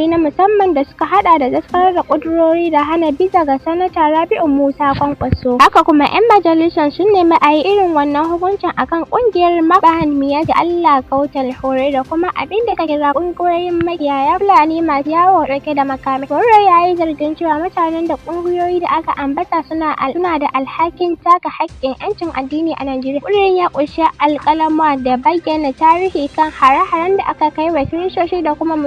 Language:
Hausa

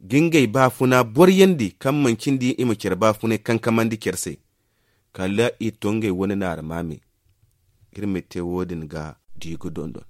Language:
Zarma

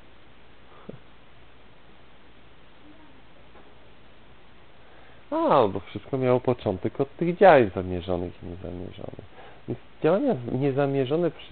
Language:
Polish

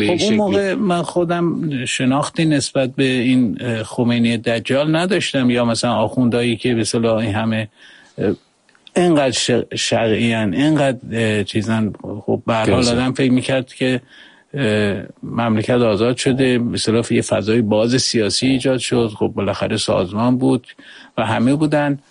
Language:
Persian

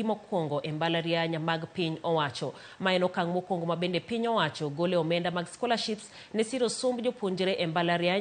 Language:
Luo (Kenya and Tanzania)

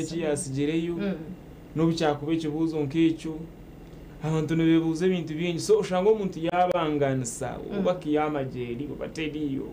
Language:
Nyankole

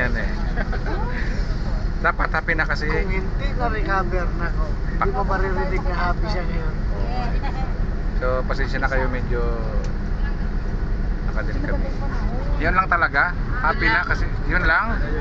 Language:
Filipino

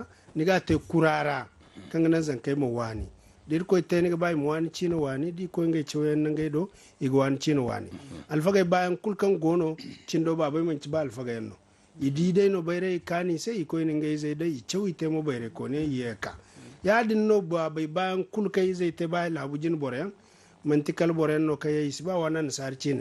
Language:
Zarma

